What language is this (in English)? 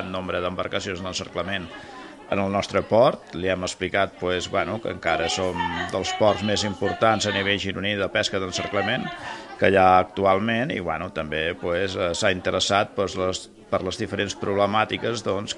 Catalan